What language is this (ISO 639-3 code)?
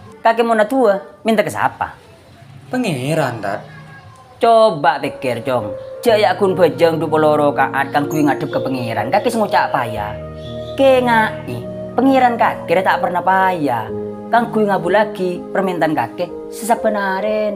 mad